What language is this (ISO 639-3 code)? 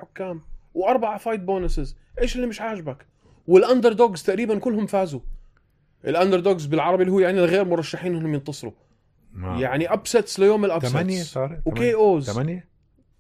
apc